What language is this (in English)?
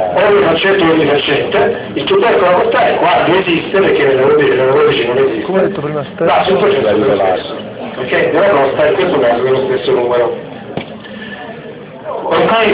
Italian